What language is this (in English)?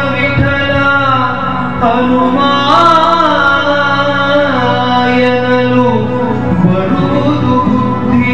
Kannada